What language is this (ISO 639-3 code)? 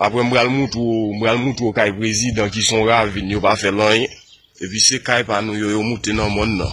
hat